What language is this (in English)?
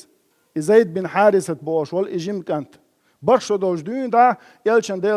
Chechen